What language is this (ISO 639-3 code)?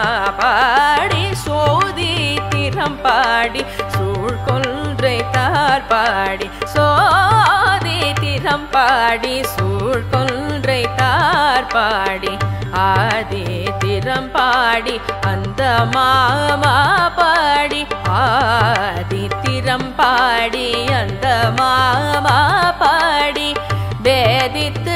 tam